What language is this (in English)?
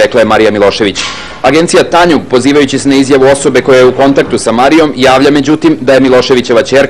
Serbian